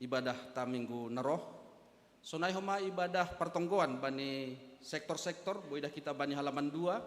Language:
Batak Simalungun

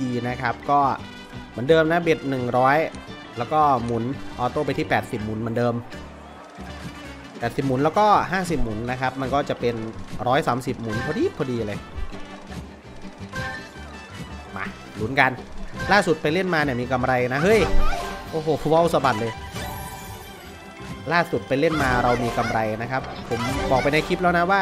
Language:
Thai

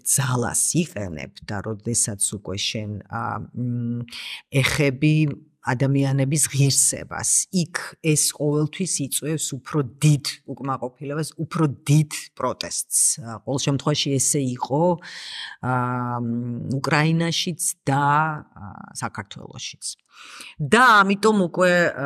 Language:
Georgian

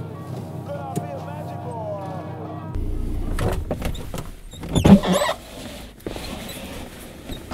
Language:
Estonian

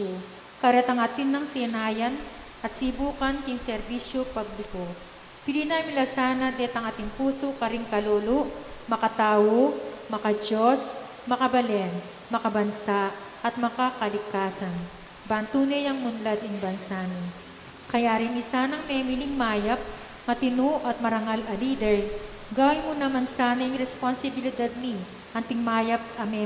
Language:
Pampanga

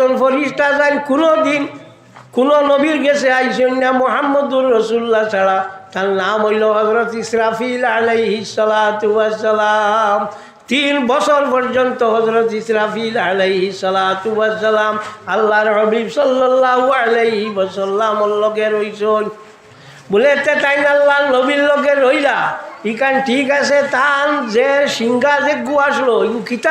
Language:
Sylheti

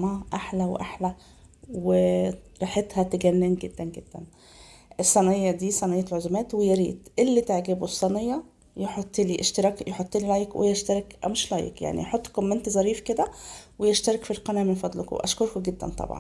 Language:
Egyptian Arabic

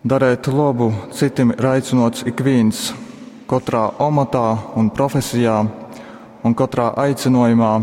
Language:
Latgalian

